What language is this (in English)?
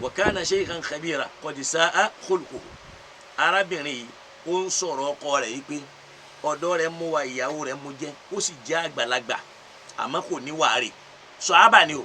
Yoruba